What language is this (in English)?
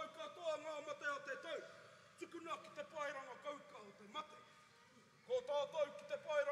Māori